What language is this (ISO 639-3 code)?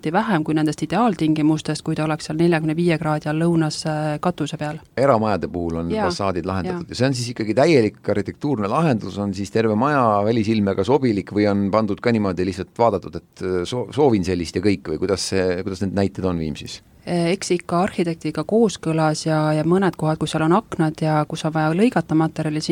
est